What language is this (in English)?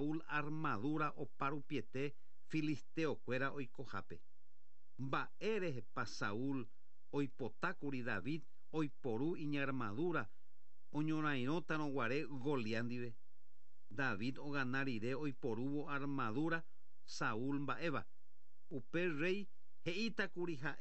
Guarani